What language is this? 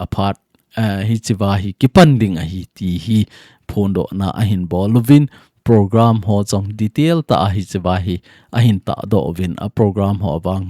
Thado Chin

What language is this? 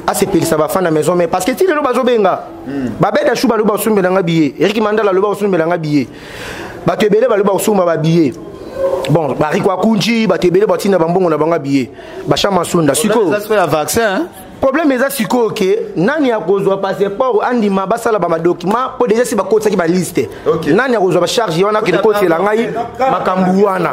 Lingala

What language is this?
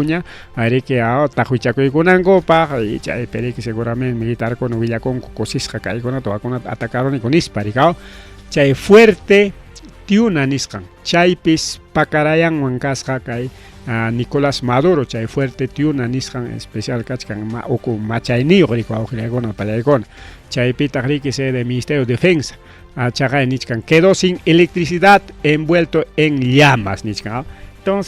Ayacucho Quechua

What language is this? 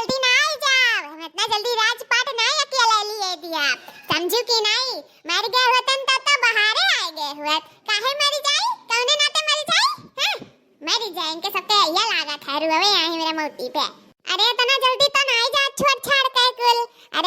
Awadhi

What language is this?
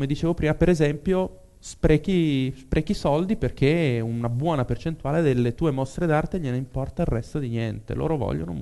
Italian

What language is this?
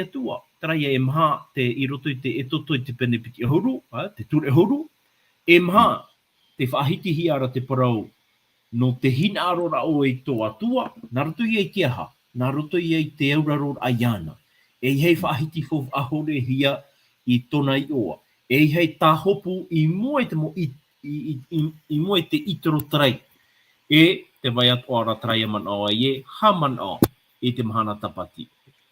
Tahitian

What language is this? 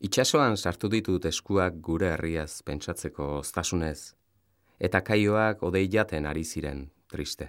Basque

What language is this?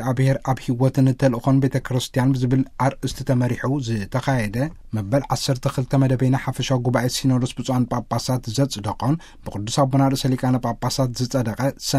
Tigrinya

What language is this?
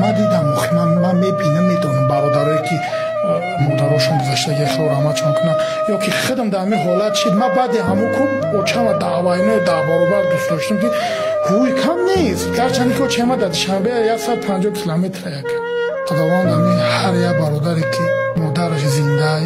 Tajik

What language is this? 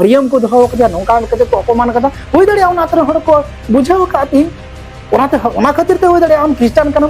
Santali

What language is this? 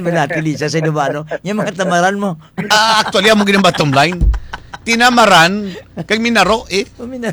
Filipino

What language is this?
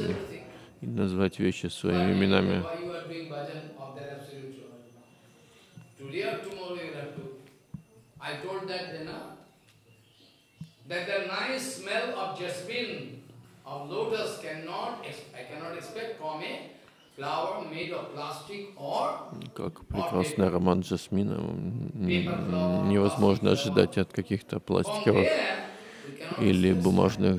Russian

